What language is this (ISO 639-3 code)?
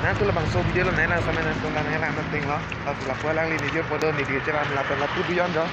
mjw